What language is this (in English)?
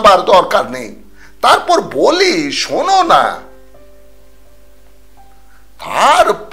Bangla